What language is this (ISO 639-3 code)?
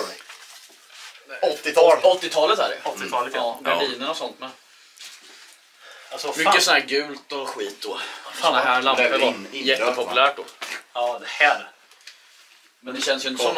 swe